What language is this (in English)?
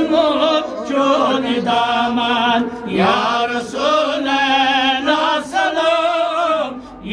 Kashmiri